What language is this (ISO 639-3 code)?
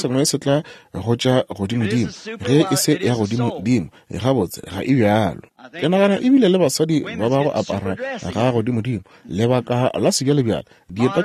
nso